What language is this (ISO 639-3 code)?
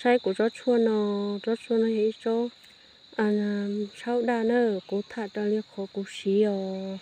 hmn